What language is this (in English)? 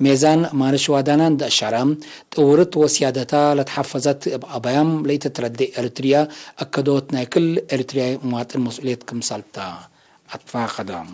Tigre